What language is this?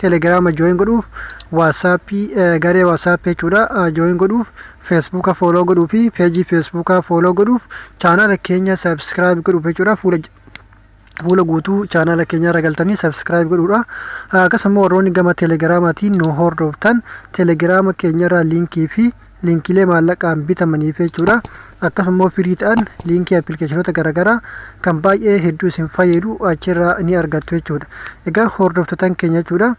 Oromo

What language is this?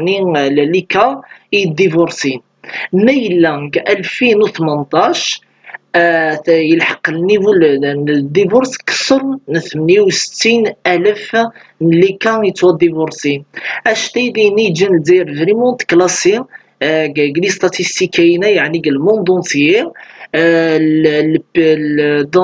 Kabyle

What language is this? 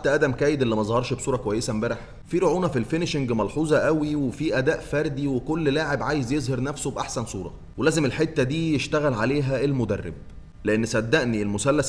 Egyptian Arabic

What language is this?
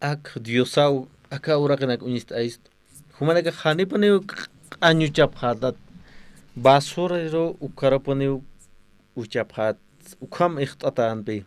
Aymara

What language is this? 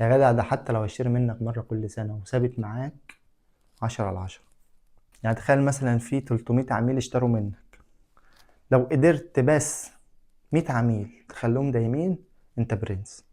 Egyptian Arabic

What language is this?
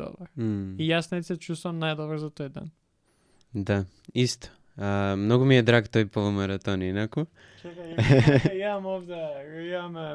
Macedonian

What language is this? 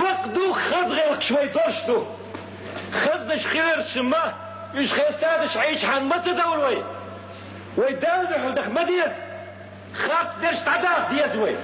Chechen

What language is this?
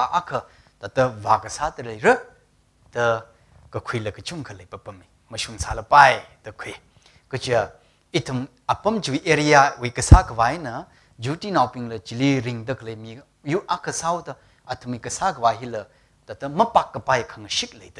Tangkhul Naga (India)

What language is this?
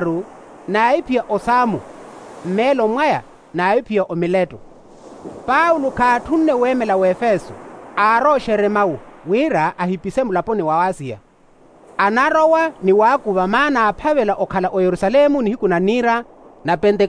Makhuwa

